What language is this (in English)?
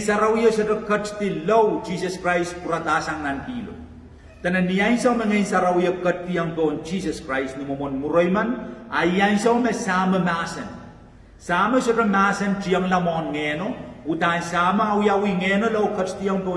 Pohnpeian